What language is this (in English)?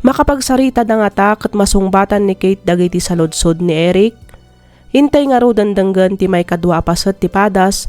Iloko